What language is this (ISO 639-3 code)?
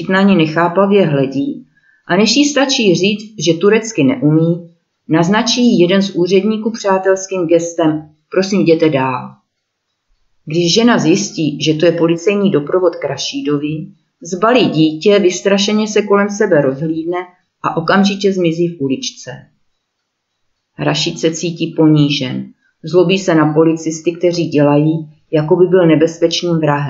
ces